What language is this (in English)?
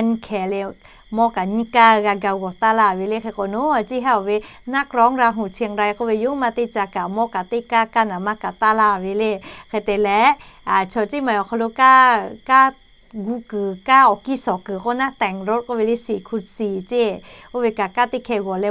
Lahu